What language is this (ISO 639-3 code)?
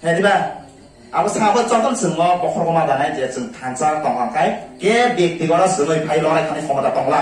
trp